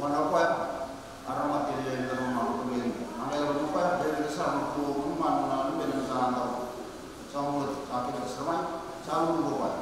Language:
Fijian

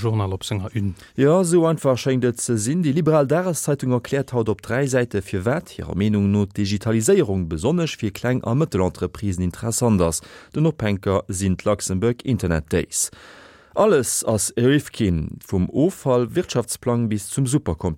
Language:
Luxembourgish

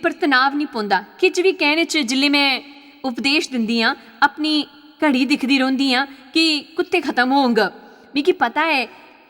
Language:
Dogri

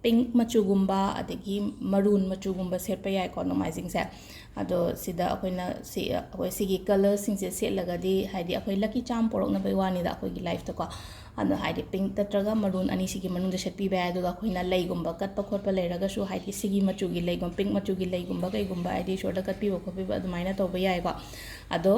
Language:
Manipuri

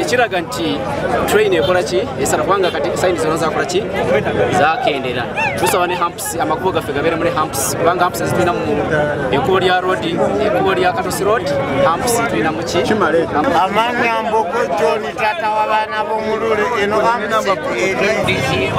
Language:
Ganda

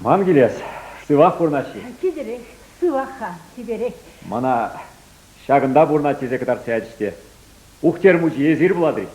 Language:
Chuvash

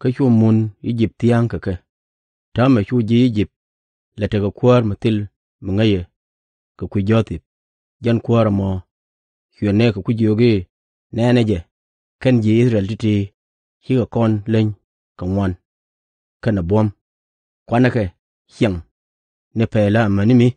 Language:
Nuer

